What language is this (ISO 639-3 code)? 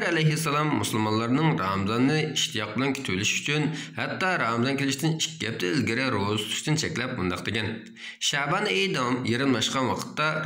uig